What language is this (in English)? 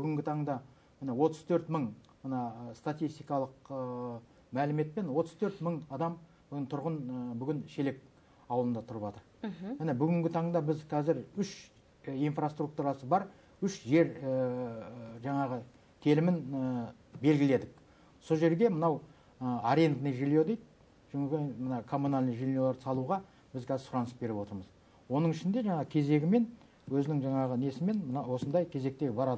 Kazakh